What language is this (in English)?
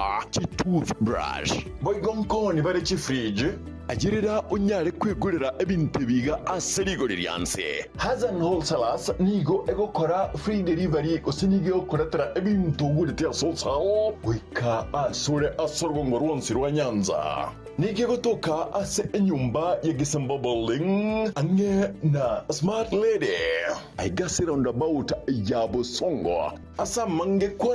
Gusii